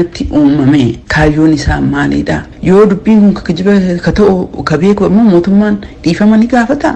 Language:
Oromo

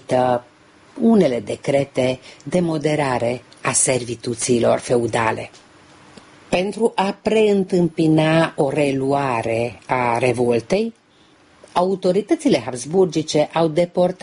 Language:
Romanian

